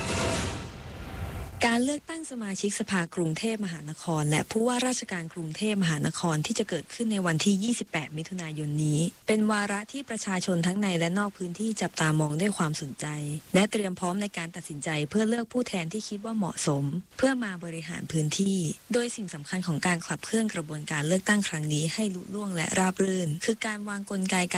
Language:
Thai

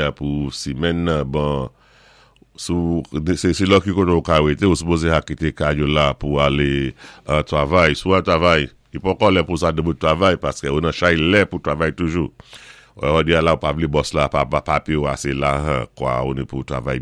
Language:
Saint Lucian Creole French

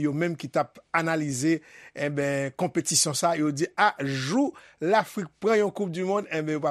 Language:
Haitian Creole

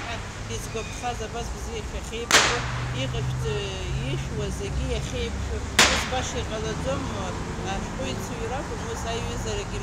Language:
Abkhazian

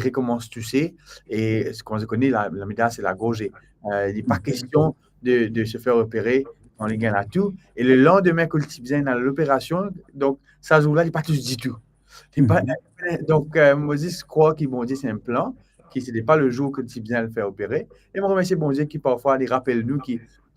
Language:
Morisyen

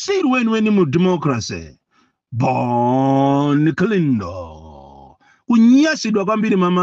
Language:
Nyanja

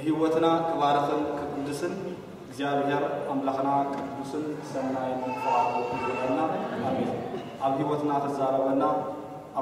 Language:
Tigrinya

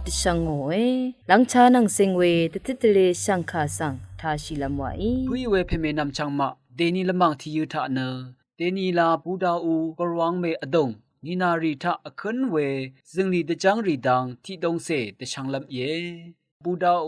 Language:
Rawang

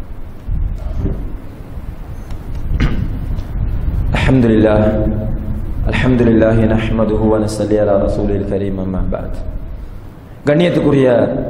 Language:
Tamil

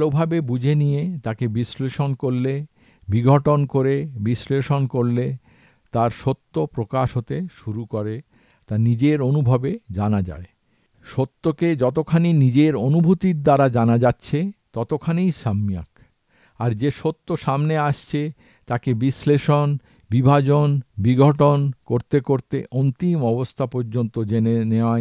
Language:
Bangla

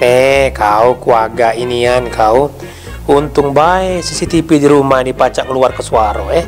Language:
Musi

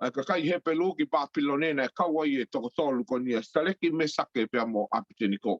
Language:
Tongan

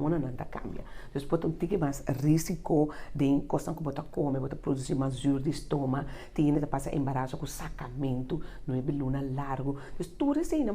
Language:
Papiamento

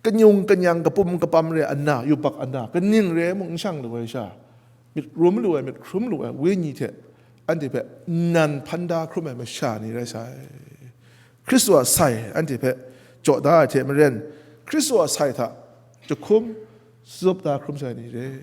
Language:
Kachin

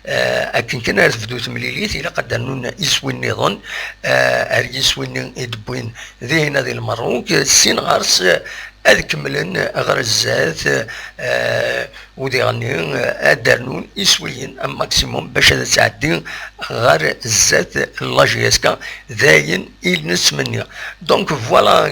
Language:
Kabyle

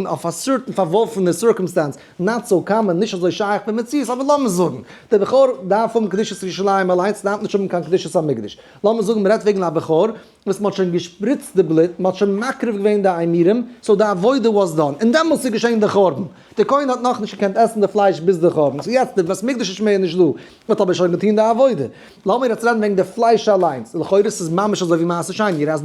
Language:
Yiddish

